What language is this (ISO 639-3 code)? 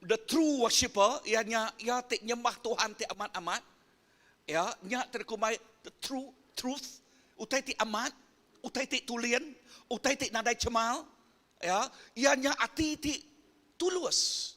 iba